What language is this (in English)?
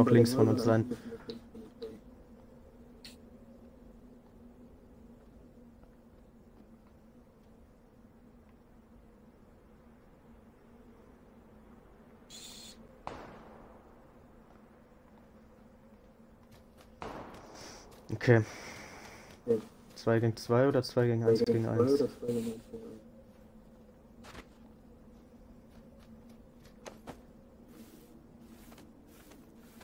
German